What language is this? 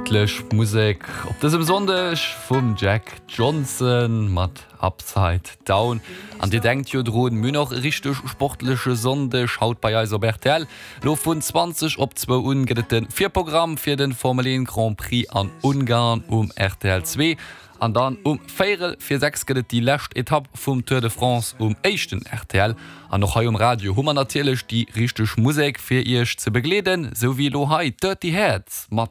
Luxembourgish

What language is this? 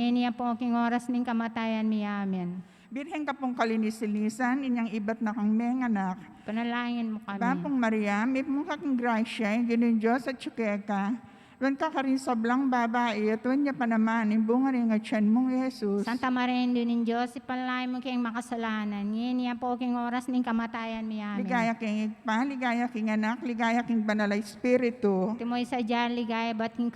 Pampanga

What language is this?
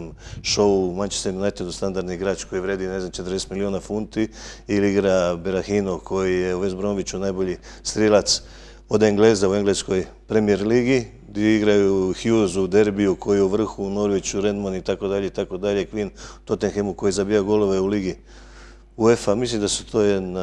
Croatian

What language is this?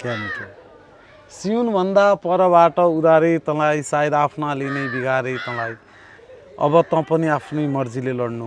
Nepali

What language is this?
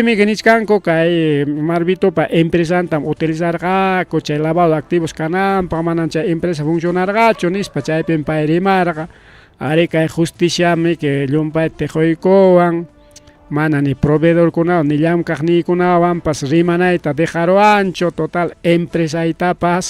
Ayacucho Quechua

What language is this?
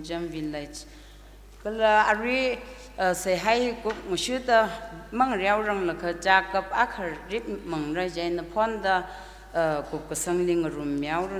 Tangkhul Naga (India)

